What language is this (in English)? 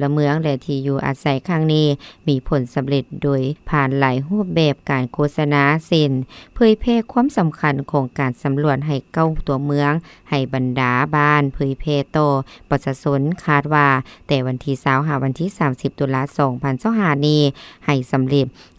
Lao